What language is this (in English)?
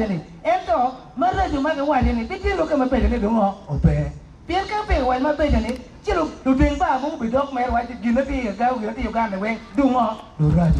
Acoli